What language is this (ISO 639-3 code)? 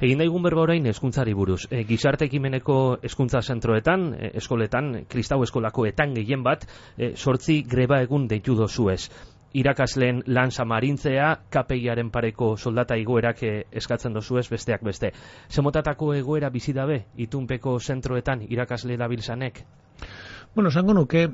eus